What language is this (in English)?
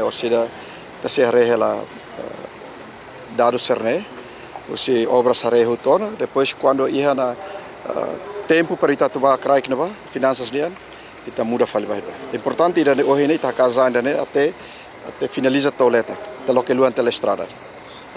Tetum